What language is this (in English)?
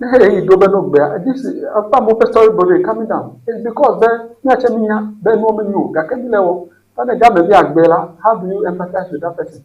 Ewe